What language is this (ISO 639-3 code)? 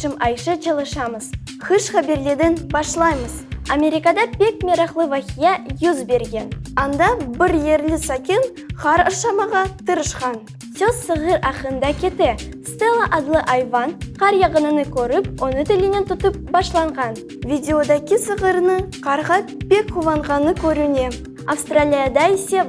crh